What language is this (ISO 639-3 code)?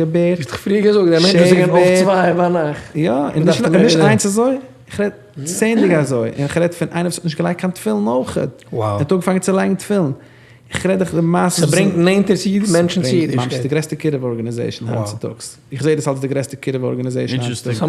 yid